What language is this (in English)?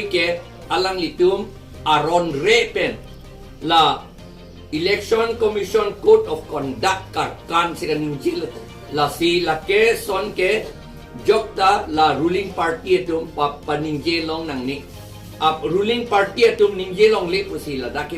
Karbi